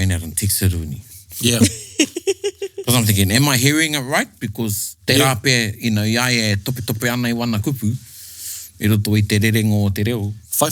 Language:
Māori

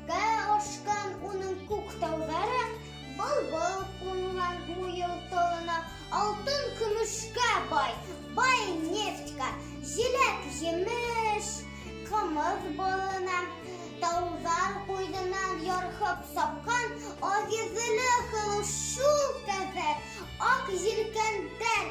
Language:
Bashkir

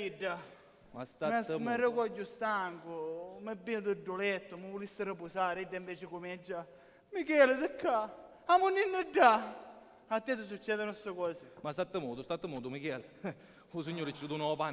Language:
Sicilian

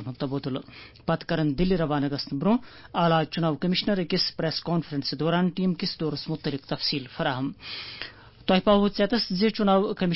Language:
Kashmiri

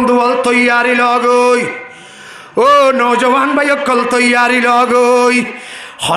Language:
Rohingya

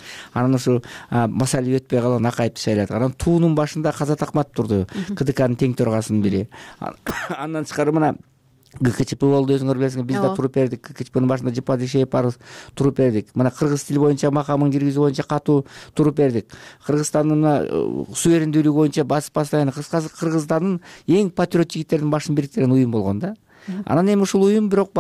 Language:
Kyrgyz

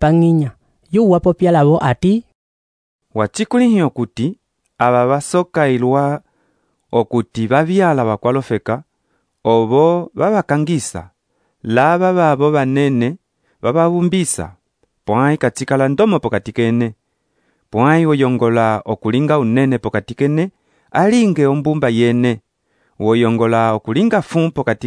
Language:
Umbundu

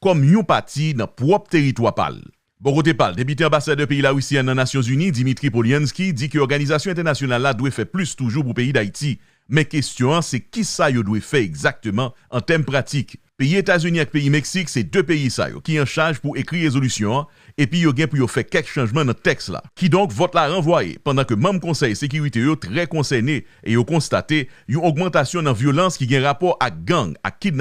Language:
Haitian Creole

